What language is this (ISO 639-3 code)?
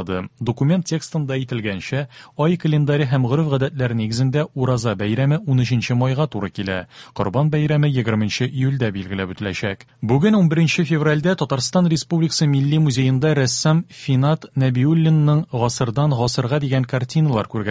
tat